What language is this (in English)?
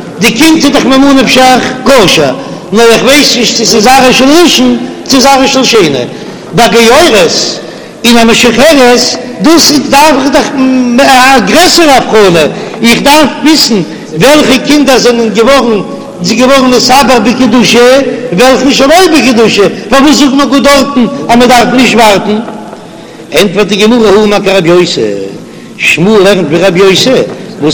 Yiddish